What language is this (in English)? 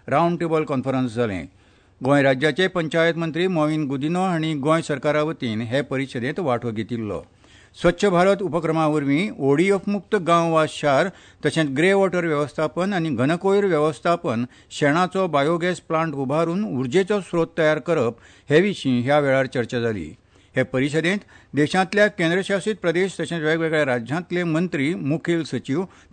Konkani